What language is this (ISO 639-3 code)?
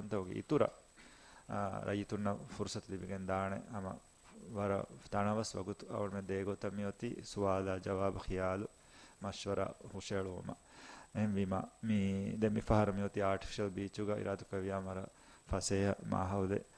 div